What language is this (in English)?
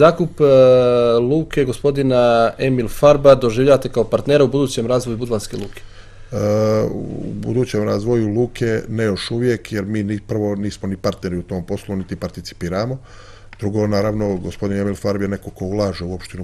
Serbian